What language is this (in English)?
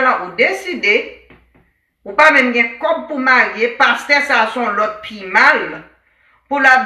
Haitian Creole